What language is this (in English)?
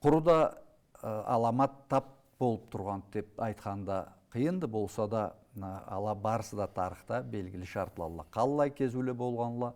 Karachay-Balkar